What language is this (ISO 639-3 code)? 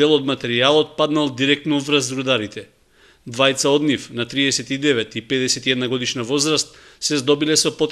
mkd